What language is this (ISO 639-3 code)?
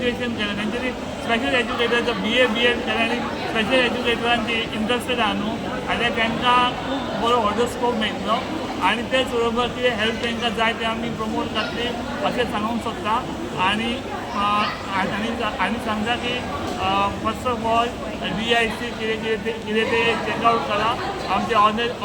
kok